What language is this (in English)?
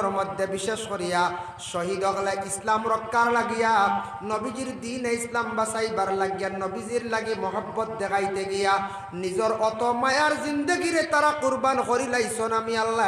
Sylheti